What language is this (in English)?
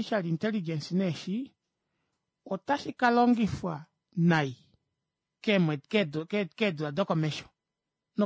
Kuanyama